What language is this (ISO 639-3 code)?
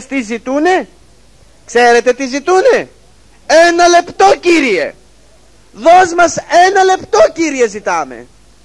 ell